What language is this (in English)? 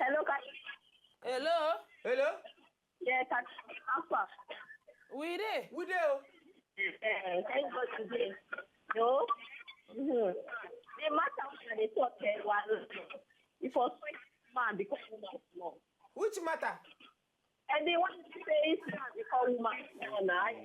Nigerian Pidgin